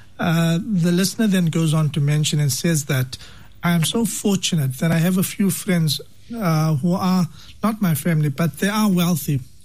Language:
English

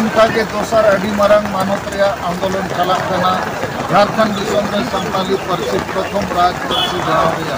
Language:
Santali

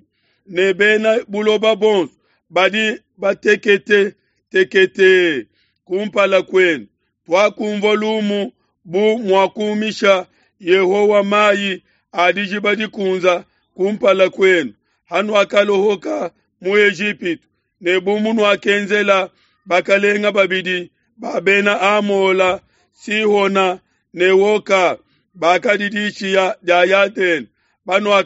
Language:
Luba-Lulua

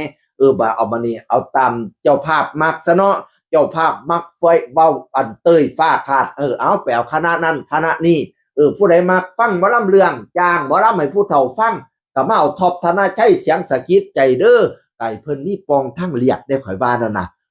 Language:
Northeastern Thai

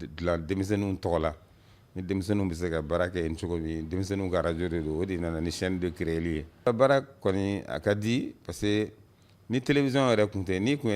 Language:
Bambara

